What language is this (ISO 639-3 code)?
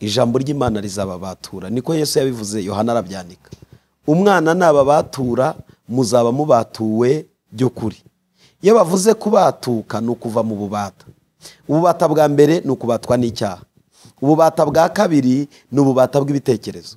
kin